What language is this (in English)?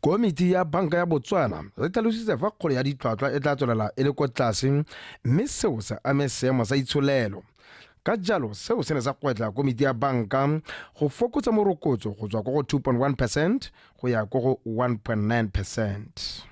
Tswana